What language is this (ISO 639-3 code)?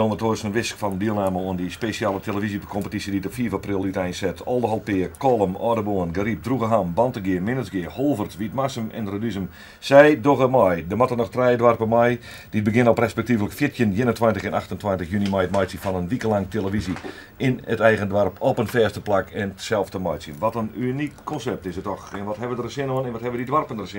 fry